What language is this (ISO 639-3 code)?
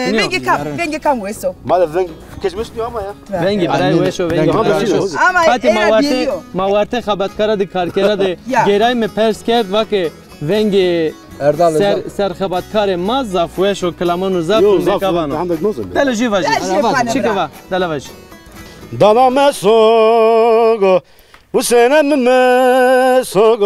zza